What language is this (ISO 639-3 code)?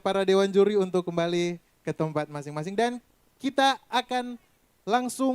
xmm